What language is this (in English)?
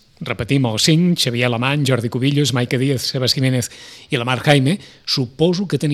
Catalan